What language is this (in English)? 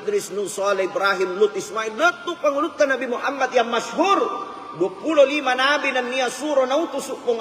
Buginese